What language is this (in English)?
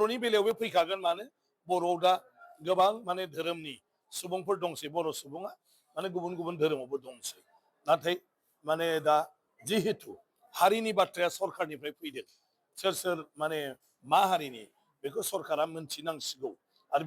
Bodo